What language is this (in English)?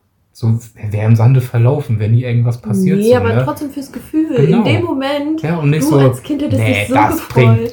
German